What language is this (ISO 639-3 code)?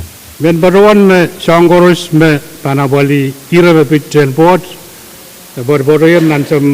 pon